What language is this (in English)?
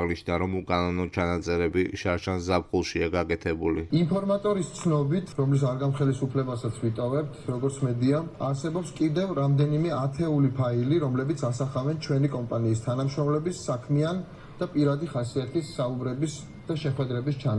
Georgian